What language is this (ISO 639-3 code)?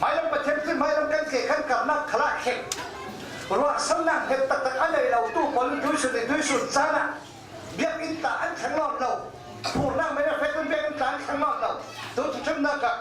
cfm